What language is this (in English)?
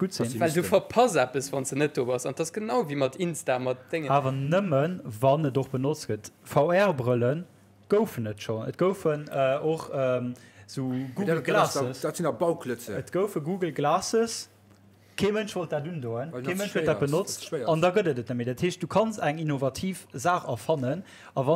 Luxembourgish